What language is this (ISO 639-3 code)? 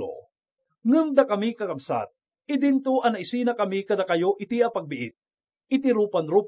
ilo